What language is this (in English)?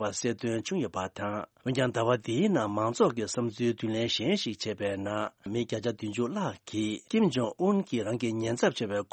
Tibetan